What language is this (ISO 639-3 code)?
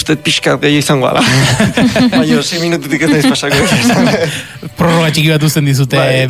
eus